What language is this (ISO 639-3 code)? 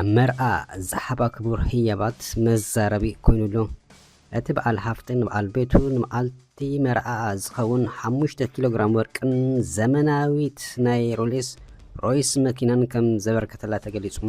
tir